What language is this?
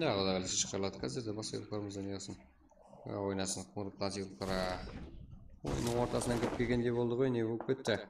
Kara-Kalpak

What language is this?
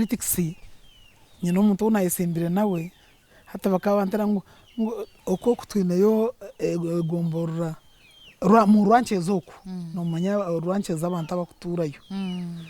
Nyankole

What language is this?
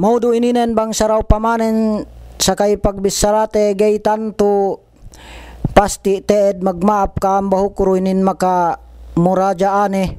Yakan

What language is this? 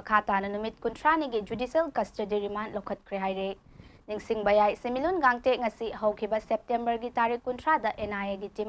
Manipuri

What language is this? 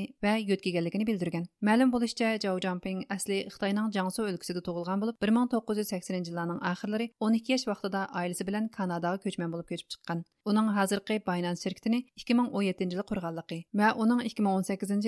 Uyghur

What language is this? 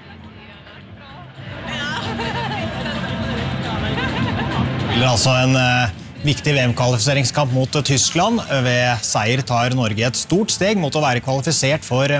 Norwegian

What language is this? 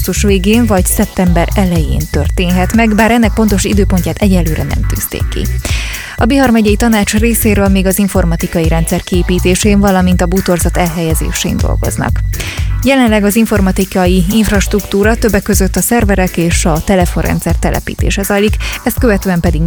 Hungarian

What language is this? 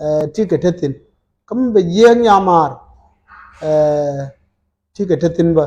Nuer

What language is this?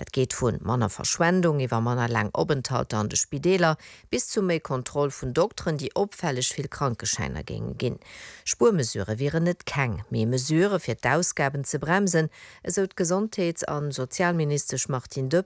Luxembourgish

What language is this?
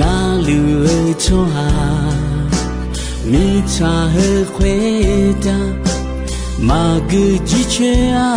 Akha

